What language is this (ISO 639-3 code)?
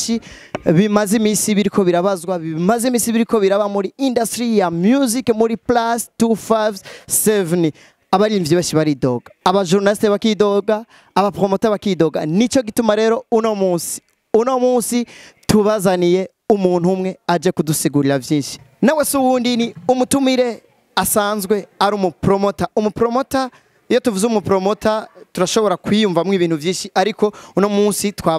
run